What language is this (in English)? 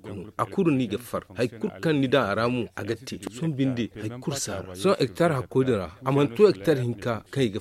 Zarma